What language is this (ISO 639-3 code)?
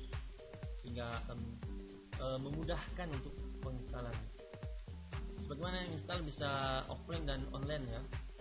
ind